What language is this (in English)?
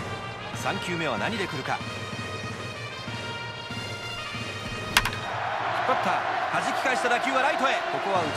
Japanese